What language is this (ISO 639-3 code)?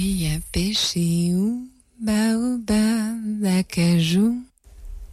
fra